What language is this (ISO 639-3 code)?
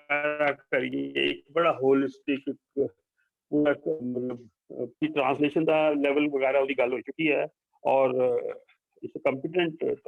doi